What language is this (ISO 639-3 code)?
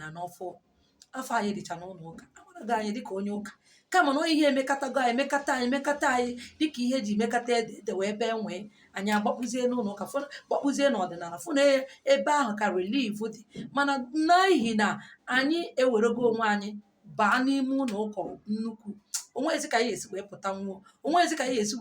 ibo